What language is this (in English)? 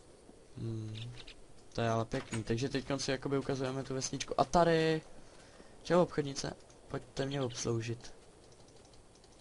Czech